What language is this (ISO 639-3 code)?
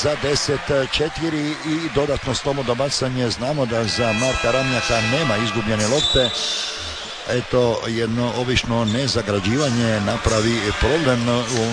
hrv